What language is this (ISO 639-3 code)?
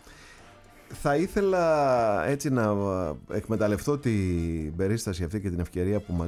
ell